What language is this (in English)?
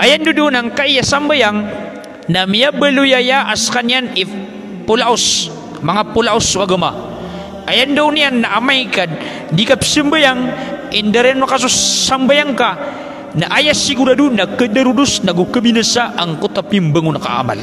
Maranao